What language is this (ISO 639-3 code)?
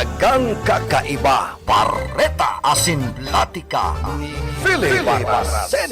bik